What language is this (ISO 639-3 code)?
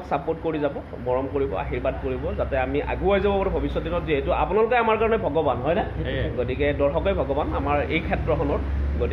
asm